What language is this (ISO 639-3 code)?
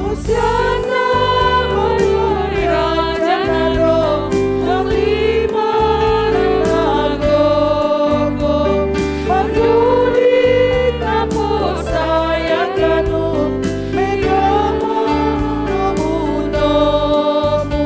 bts